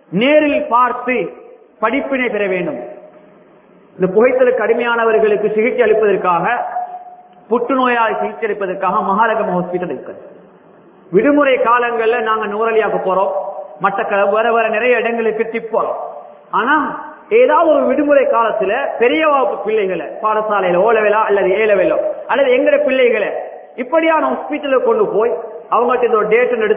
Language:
Tamil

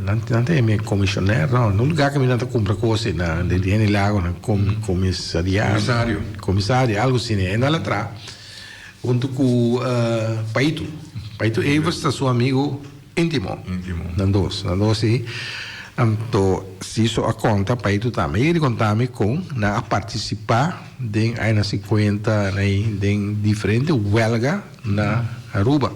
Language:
Papiamento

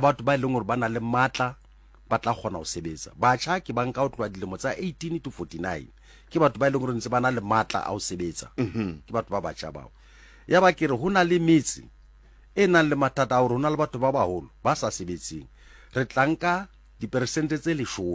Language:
Southern Sotho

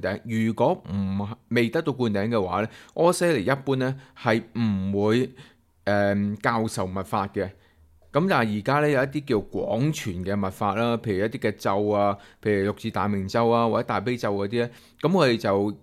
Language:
Cantonese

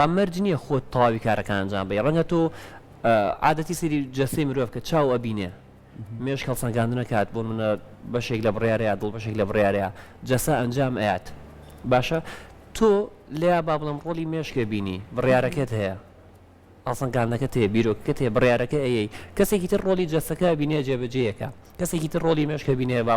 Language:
Central Kurdish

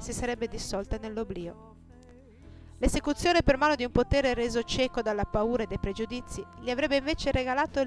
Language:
Italian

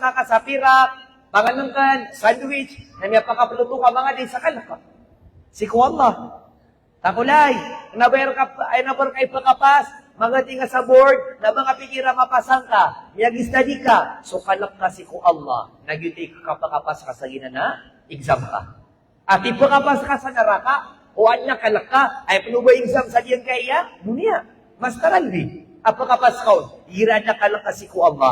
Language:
Maranao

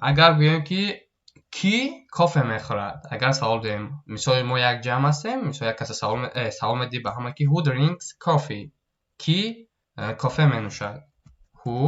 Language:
Tajik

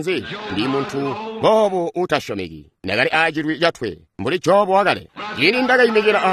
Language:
Tonga (Zambia)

